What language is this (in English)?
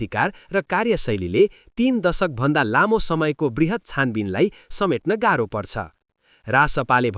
Nepali